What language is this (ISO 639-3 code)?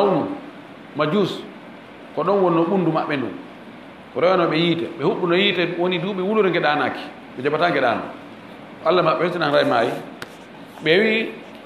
ful